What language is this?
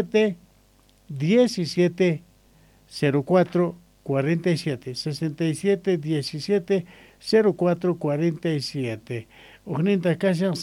Quechua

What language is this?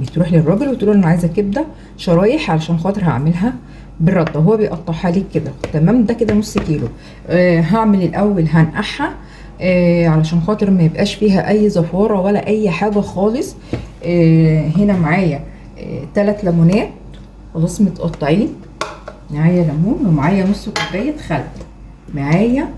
Egyptian Arabic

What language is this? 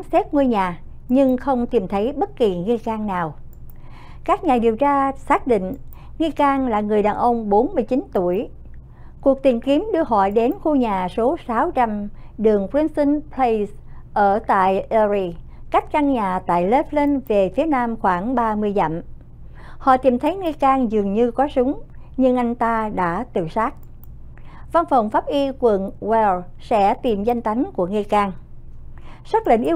Vietnamese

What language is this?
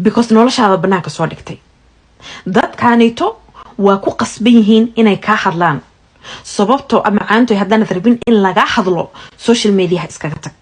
Somali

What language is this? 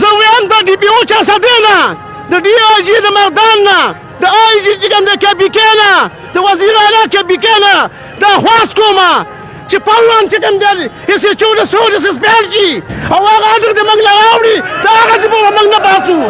Pashto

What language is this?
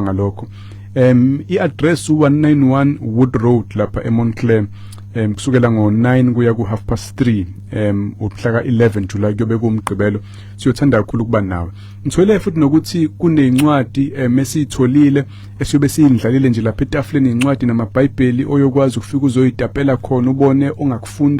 Zulu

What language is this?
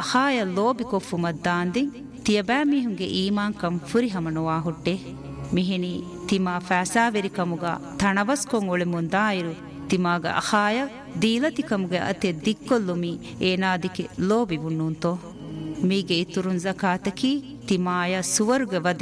Divehi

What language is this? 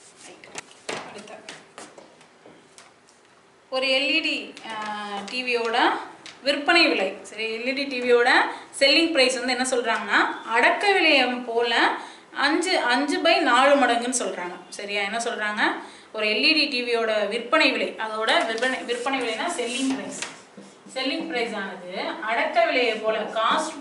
Tamil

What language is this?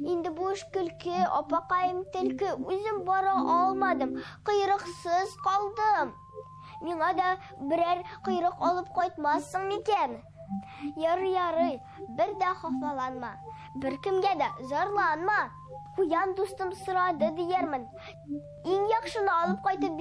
Tatar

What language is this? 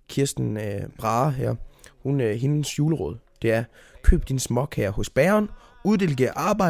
Danish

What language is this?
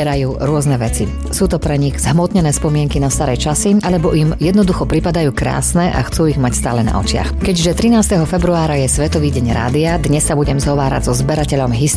Slovak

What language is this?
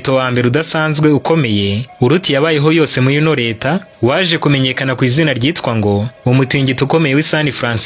Kinyarwanda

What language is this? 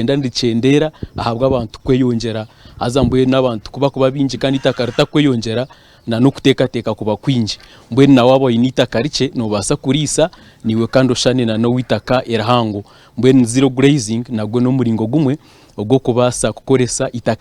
Nyankole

